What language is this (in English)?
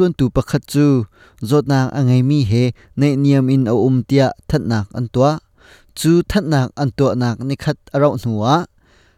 Hakha Chin